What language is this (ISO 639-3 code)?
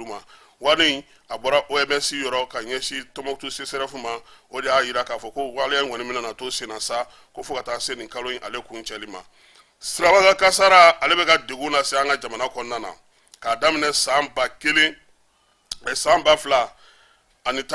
bam